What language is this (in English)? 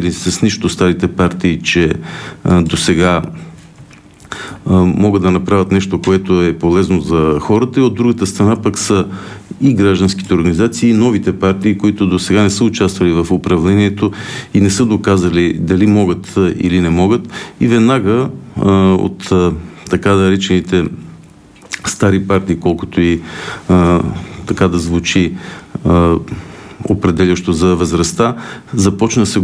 Bulgarian